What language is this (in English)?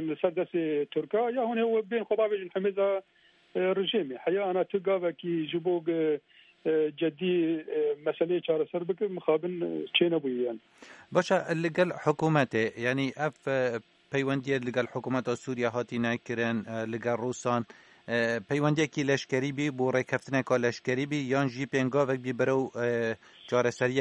Kurdish